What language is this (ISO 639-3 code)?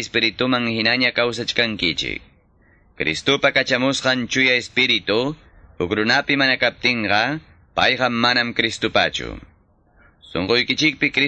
que